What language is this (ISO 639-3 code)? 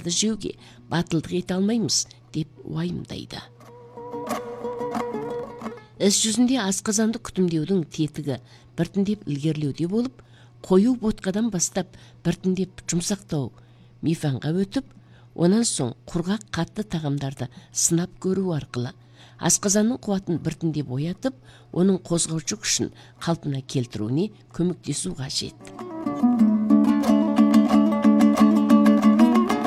kaz